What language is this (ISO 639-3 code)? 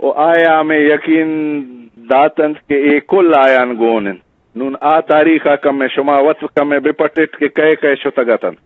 bgp